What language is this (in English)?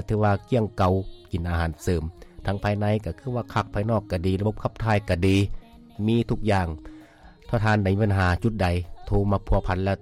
Lao